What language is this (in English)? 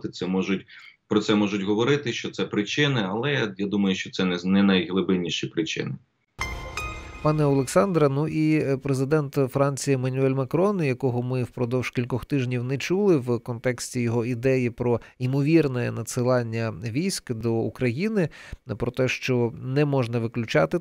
Ukrainian